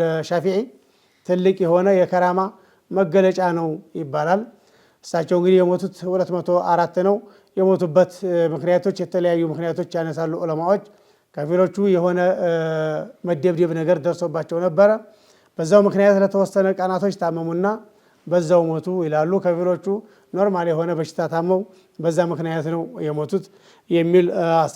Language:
Amharic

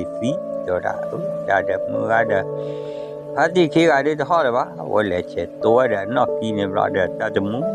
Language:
S'gaw Karen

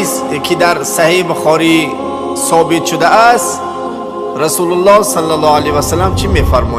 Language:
Tajik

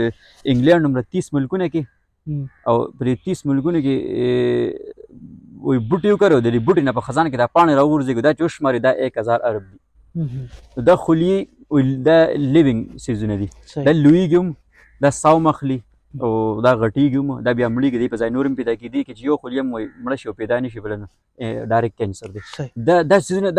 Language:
Pashto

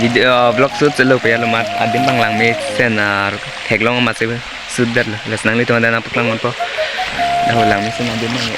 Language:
Karbi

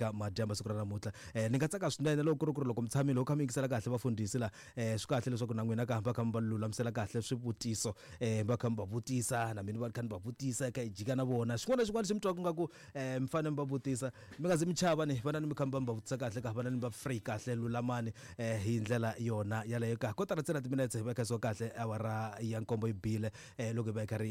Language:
Tsonga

